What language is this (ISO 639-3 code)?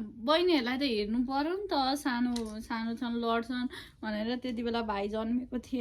nep